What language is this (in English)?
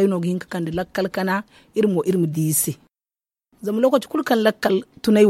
Zarma